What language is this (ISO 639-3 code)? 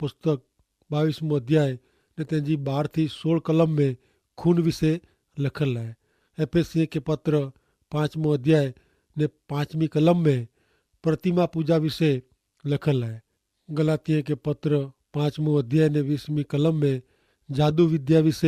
kfr